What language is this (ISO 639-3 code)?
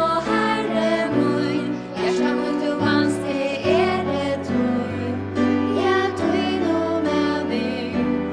fao